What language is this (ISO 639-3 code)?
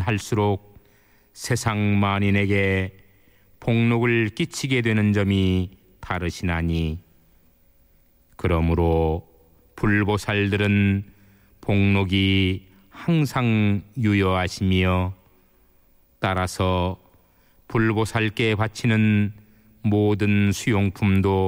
kor